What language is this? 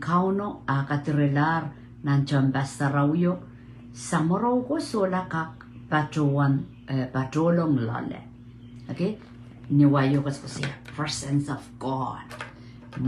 Pohnpeian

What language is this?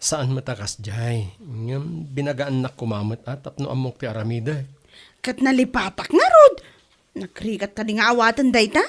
Iloko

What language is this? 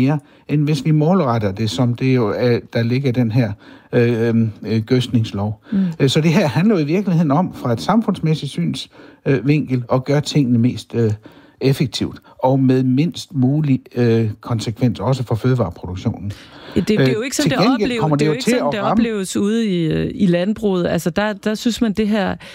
Danish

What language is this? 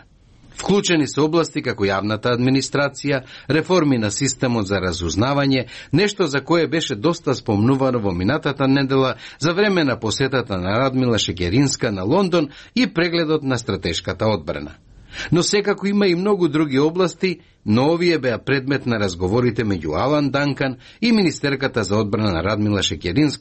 Macedonian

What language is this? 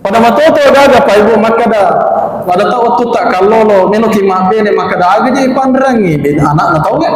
Buginese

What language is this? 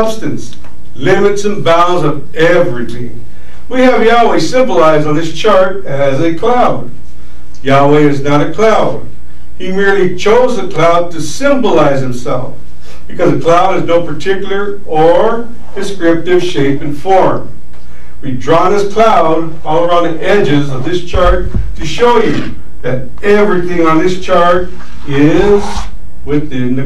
English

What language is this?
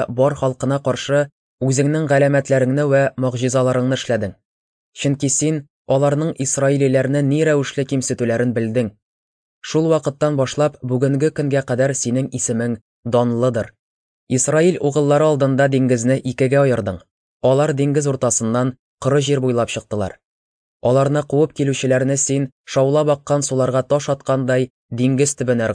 Tatar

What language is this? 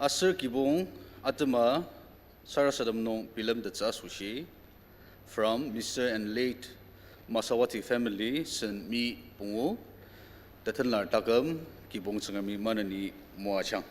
Ao Naga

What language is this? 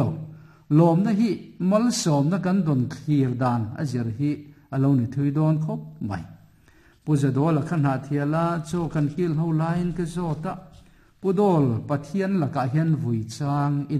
Mizo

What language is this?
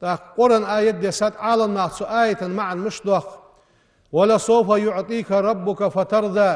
Ingush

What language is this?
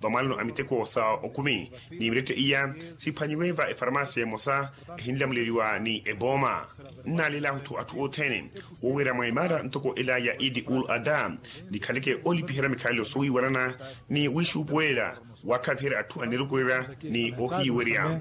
Makhuwa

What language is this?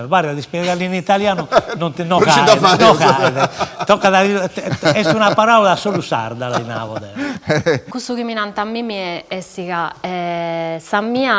Sardinian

